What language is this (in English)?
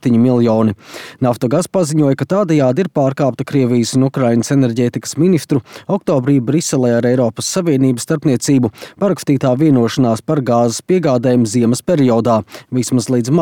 Latvian